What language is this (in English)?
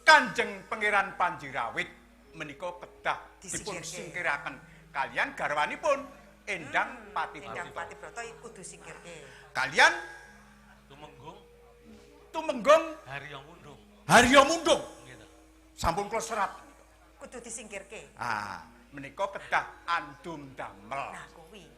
Javanese